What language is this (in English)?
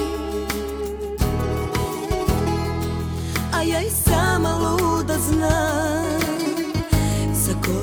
Serbian